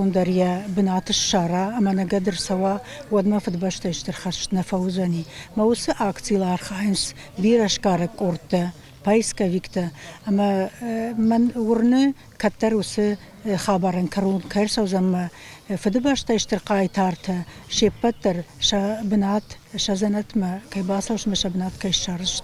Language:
Ossetic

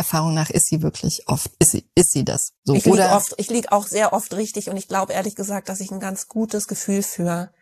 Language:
German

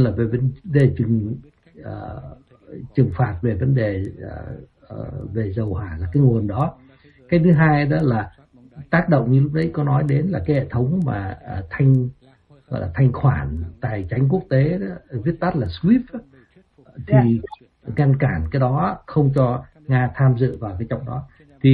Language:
Vietnamese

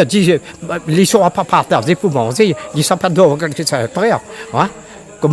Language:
Réunion Creole French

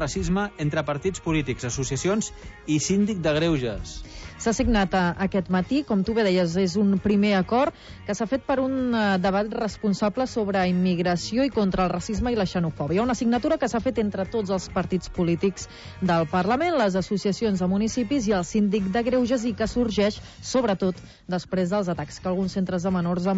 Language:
Catalan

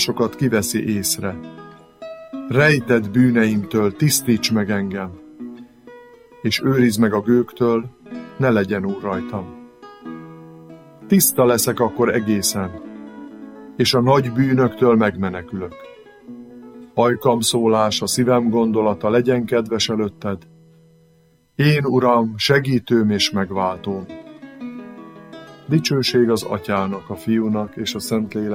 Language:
Hungarian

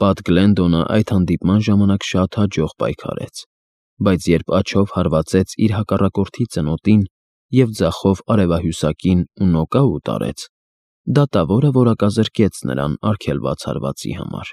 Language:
Armenian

